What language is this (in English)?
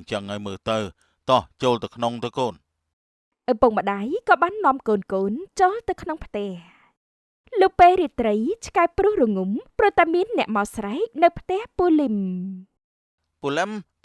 Khmer